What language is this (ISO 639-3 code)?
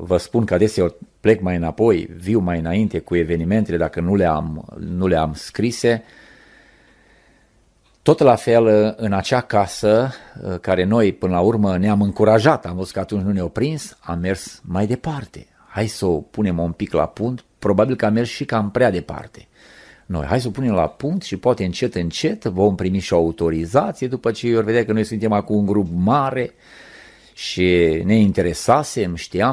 ron